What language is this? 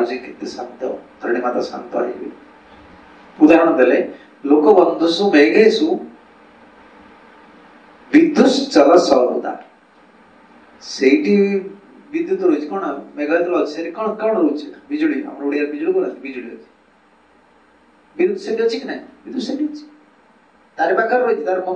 Odia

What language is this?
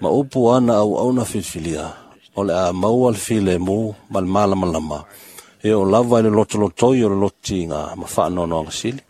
Samoan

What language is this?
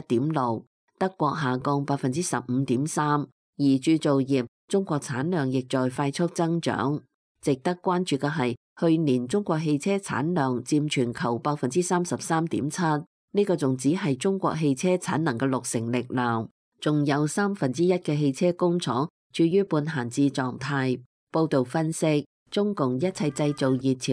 Cantonese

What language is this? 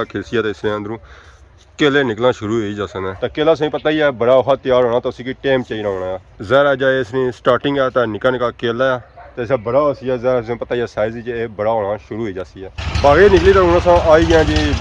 Pahari-Potwari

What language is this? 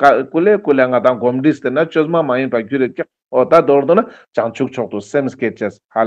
Ladakhi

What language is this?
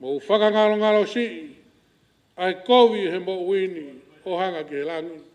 Tongan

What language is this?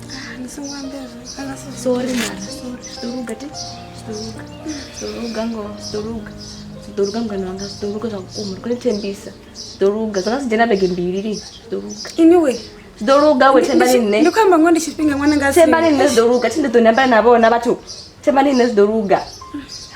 Venda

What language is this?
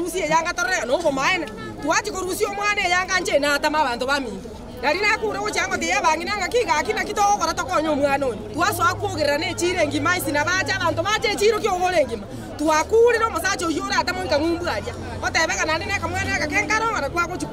Gusii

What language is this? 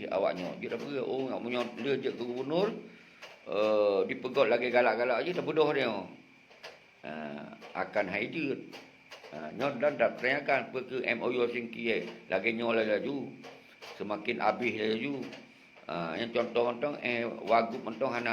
Achinese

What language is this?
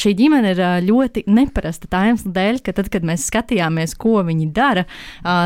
Latvian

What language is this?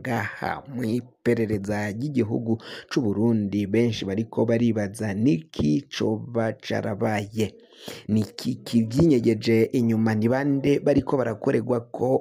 Rundi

